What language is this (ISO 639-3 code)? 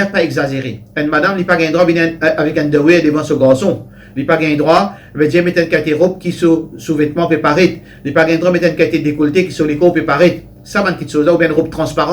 mfe